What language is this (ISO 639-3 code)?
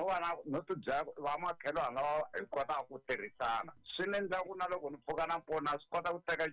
tso